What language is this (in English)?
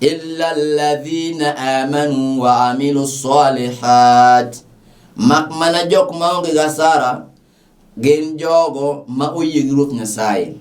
Luo (Kenya and Tanzania)